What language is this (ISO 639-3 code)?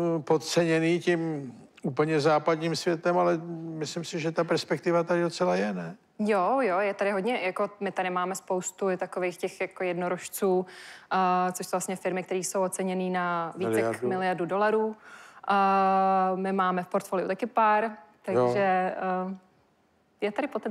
ces